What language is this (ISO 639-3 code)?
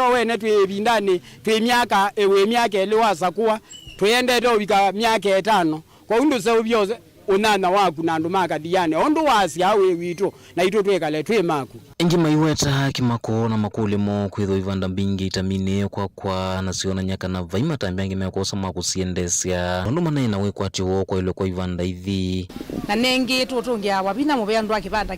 kam